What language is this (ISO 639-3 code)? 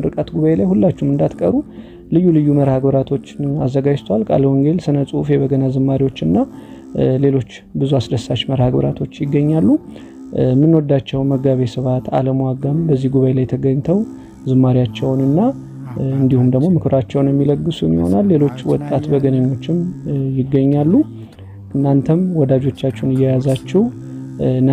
amh